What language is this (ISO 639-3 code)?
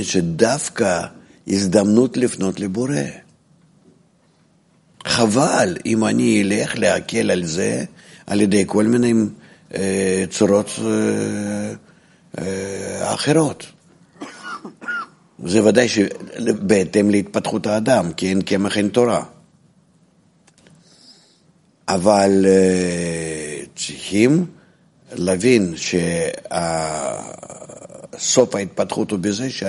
heb